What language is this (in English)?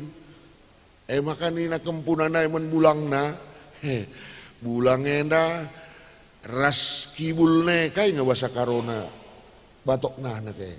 Batak Karo